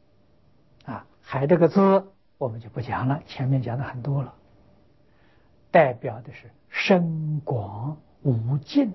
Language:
Chinese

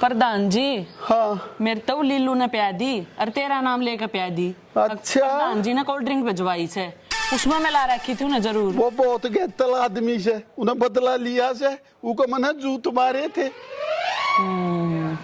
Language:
Haryanvi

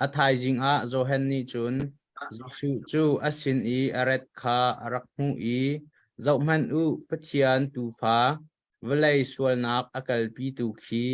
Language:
Hakha Chin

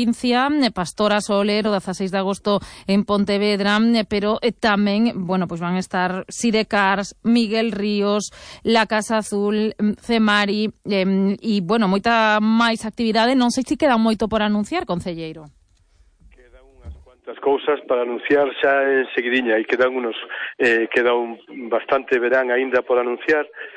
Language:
Galician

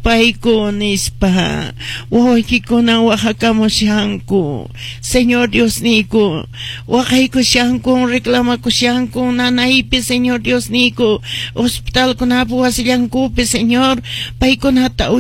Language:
Quechua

